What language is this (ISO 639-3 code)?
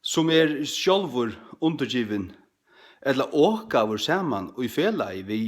fao